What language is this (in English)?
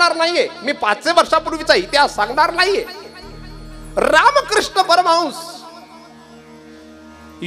Marathi